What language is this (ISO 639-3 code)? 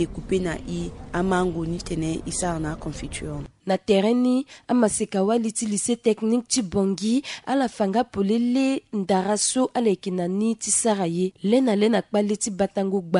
sag